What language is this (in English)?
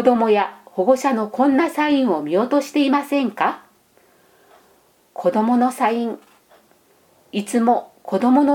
Japanese